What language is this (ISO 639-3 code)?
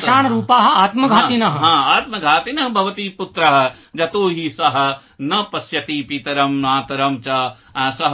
san